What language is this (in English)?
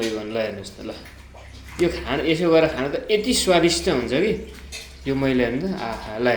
Nepali